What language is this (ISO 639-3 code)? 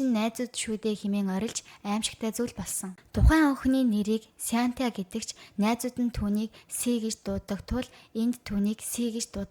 mon